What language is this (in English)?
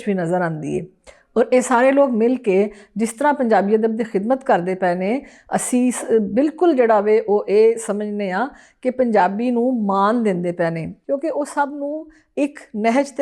Western Panjabi